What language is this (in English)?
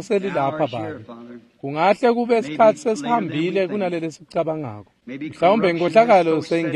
Swati